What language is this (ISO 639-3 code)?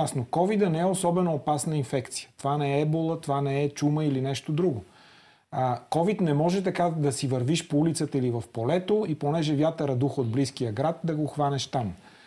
bul